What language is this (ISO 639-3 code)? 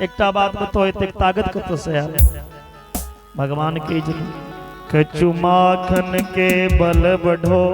mai